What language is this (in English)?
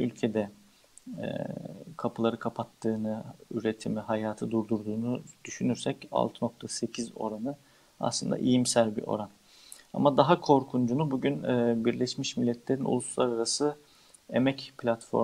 Turkish